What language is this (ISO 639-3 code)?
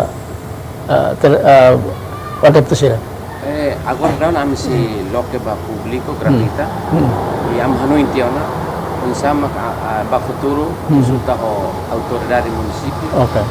tet